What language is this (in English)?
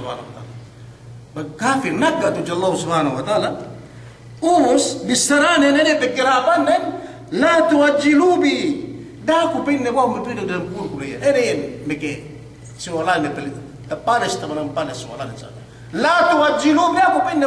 Yakan